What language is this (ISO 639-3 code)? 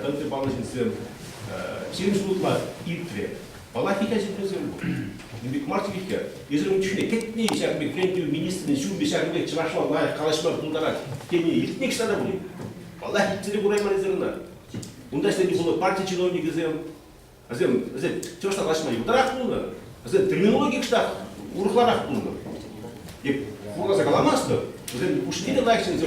chv